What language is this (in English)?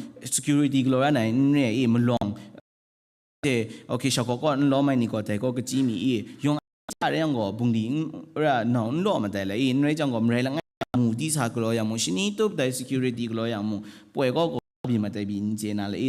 Kachin